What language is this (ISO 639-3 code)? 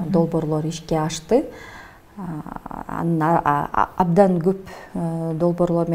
kir